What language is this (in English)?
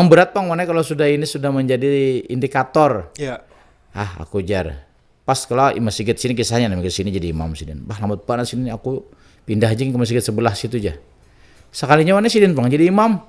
Banjar